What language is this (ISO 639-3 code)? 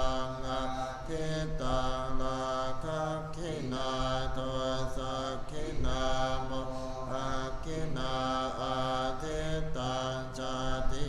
pli